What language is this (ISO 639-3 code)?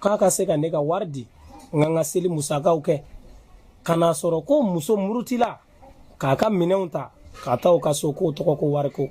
bam